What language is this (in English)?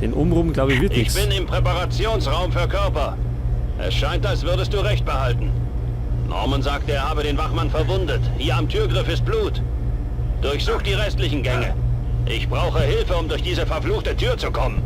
Bavarian